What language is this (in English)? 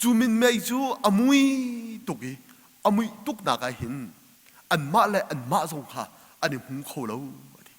Hakha Chin